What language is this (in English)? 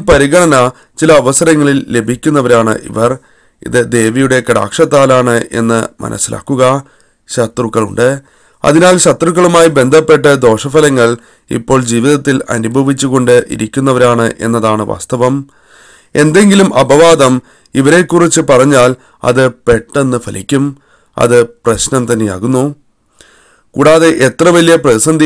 Malayalam